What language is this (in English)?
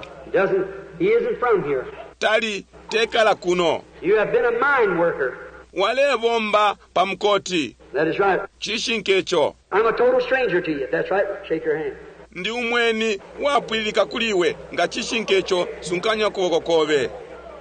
Bemba